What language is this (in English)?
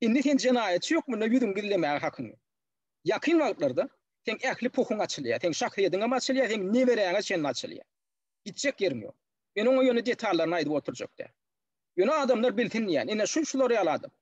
Turkmen